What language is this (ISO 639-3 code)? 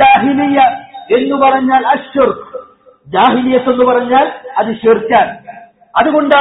mal